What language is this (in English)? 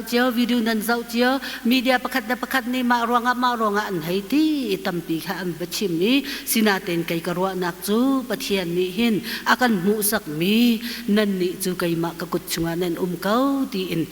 Hakha Chin